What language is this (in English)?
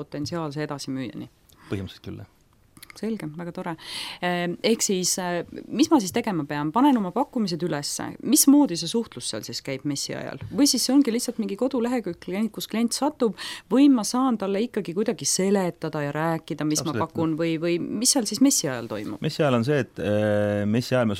Estonian